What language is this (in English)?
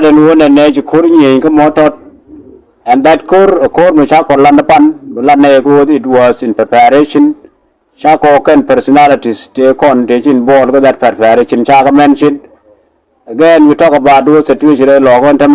Nuer